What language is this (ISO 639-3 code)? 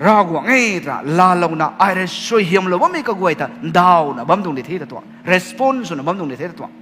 nbu